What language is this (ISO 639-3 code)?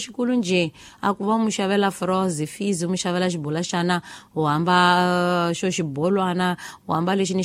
tso